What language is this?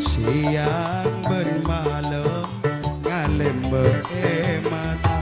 Madurese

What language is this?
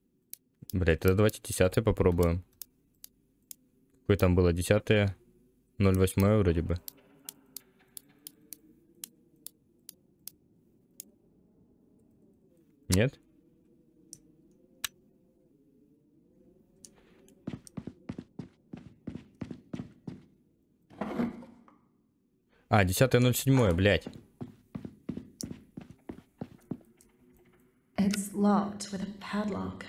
Russian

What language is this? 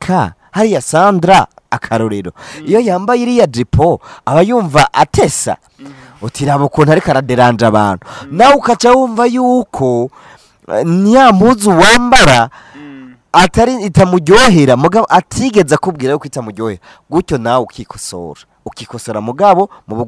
Rundi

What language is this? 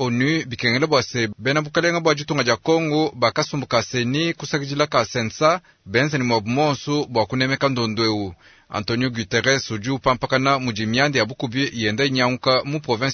Luba-Lulua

